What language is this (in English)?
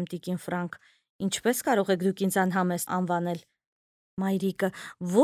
Armenian